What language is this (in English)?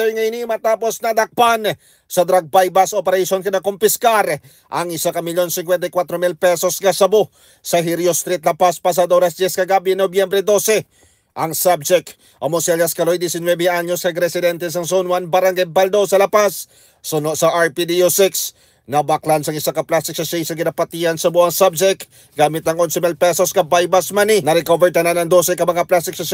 Hiligaynon